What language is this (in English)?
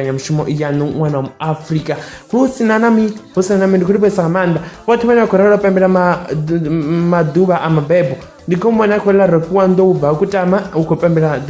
Venda